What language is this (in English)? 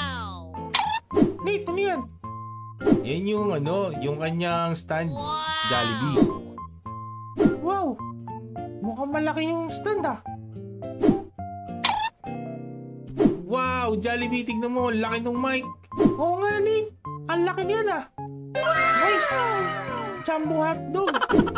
Filipino